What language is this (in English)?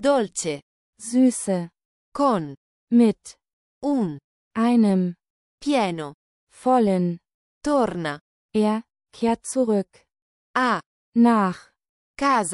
Italian